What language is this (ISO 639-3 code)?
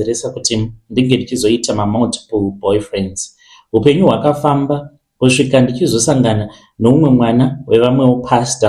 sna